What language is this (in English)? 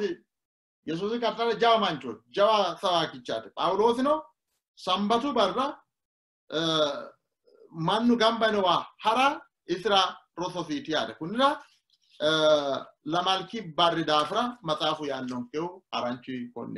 Sidamo